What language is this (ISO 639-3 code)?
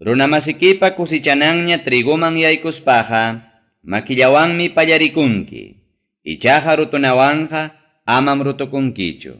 quy